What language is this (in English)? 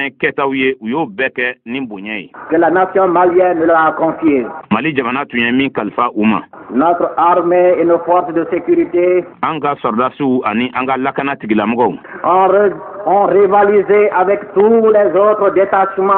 Bambara